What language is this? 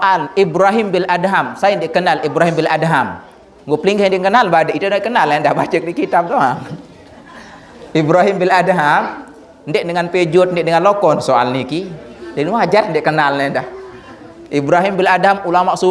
Sasak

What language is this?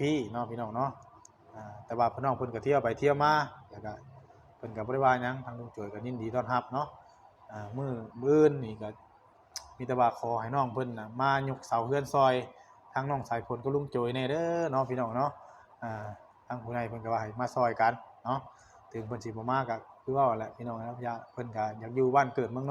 Northeastern Thai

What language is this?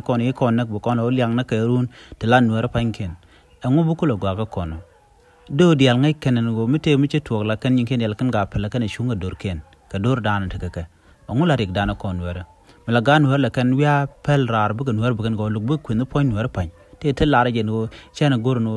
Nuer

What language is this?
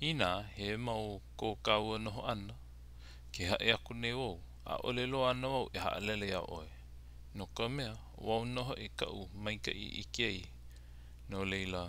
Hawaiian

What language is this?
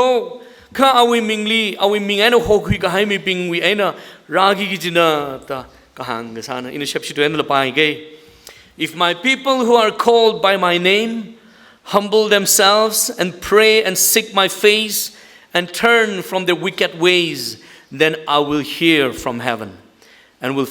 Tangkhul Naga (India)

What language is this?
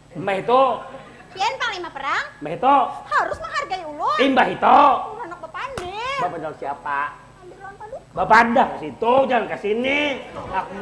Banjar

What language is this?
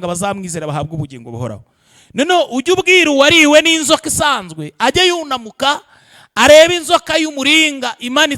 Kinyarwanda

